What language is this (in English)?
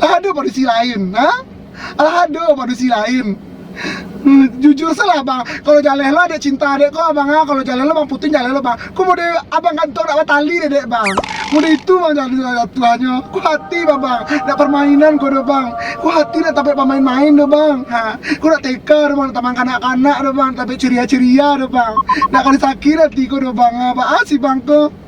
Minangkabau